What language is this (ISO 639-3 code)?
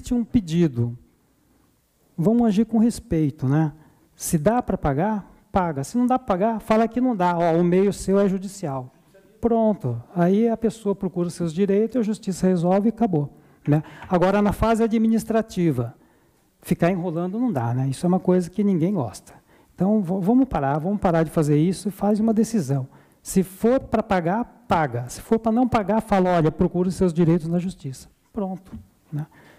por